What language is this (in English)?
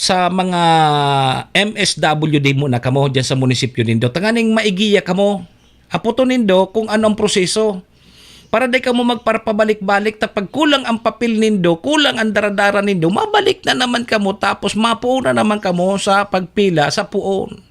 Bikol